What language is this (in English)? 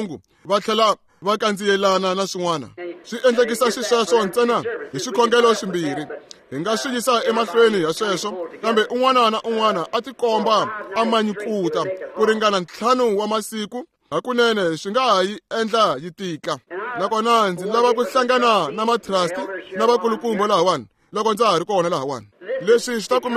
Tsonga